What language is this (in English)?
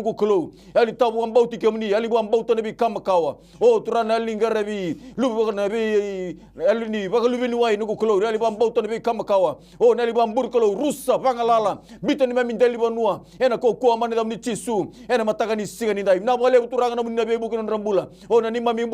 Fijian